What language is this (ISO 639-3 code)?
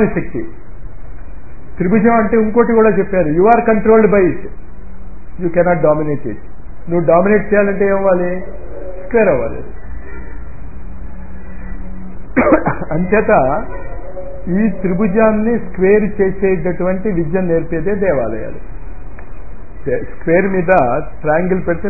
tel